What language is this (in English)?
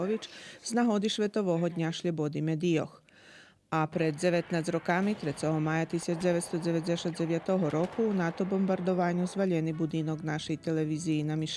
Rusyn